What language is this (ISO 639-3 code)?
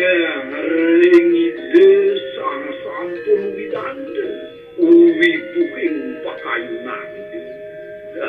ban